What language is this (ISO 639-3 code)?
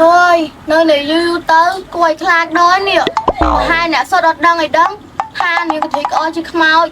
khm